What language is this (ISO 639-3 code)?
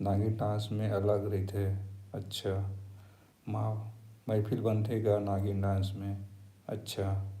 hne